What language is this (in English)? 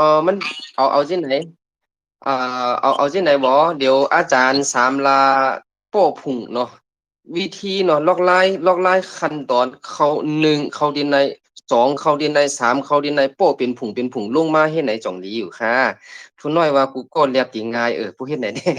Shan